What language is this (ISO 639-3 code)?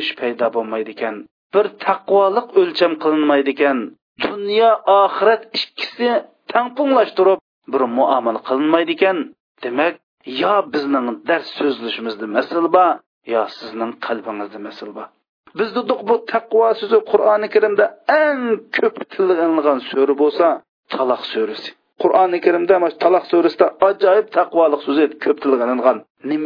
uig